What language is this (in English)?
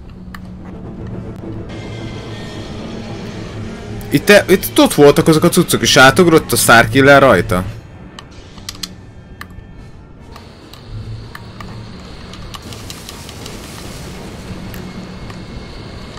Hungarian